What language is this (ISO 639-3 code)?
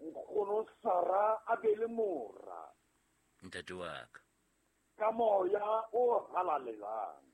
sot